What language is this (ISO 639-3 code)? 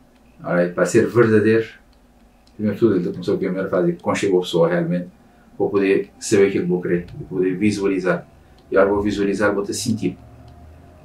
kea